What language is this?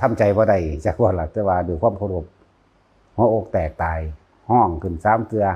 Northeastern Thai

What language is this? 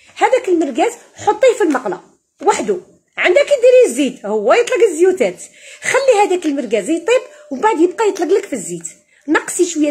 Algerian Arabic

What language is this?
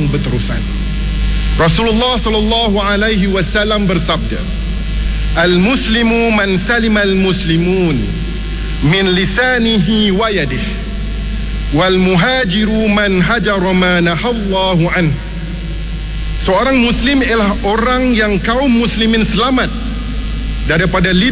Malay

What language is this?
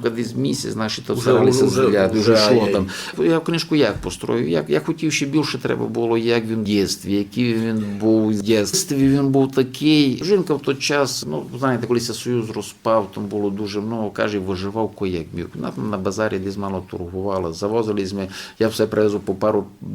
Rusyn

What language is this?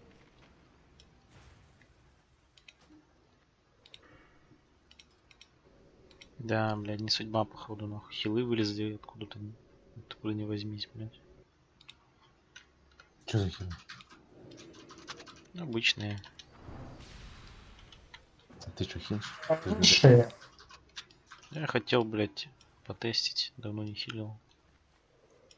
Russian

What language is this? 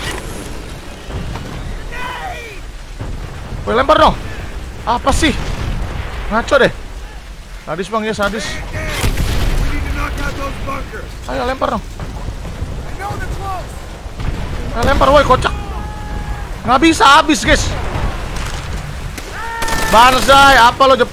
Indonesian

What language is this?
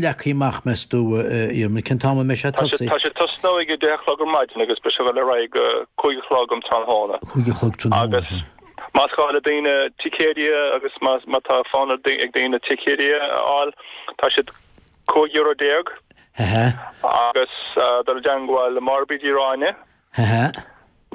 Irish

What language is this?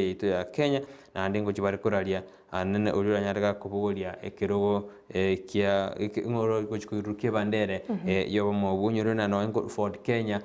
Gusii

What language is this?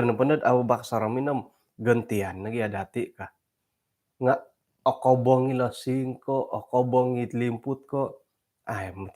Central Dusun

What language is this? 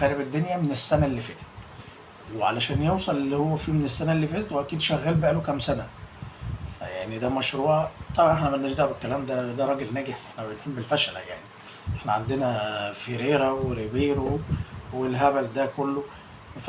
Egyptian Arabic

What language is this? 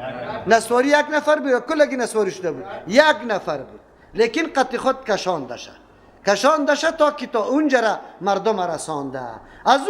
Persian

